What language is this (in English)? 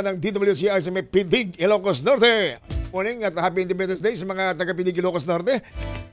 Filipino